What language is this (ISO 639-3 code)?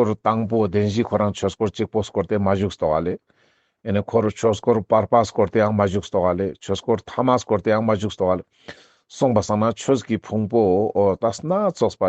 lbj